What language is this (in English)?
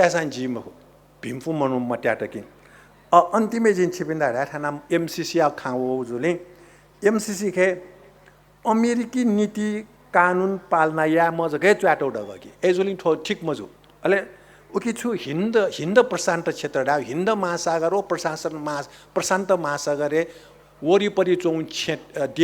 Newari